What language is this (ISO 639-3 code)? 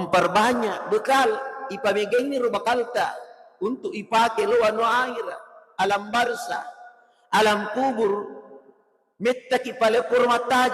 bug